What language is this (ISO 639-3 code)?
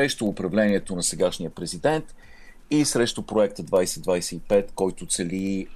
bul